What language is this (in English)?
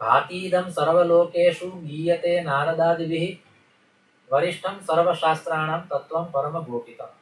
Sanskrit